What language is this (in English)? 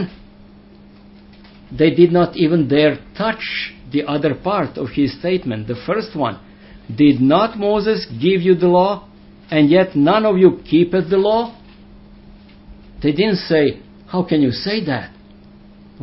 English